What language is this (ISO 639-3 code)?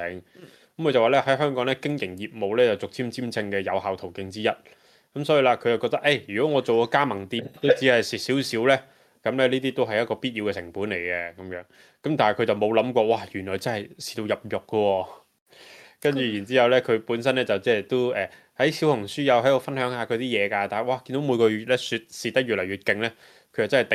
yue